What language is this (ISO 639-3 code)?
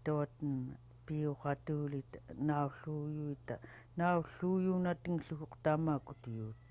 esu